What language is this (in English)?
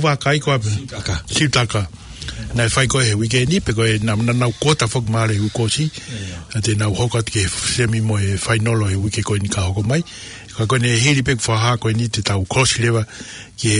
Tongan